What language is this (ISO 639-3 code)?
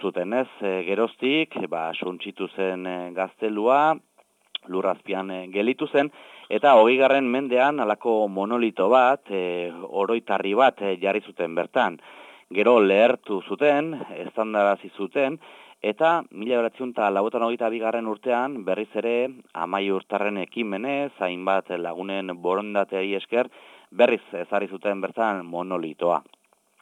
eus